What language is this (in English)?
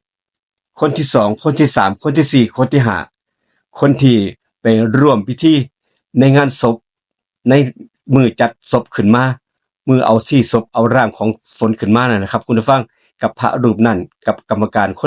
Northeastern Thai